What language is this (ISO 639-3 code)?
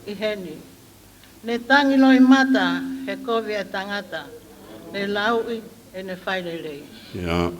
ton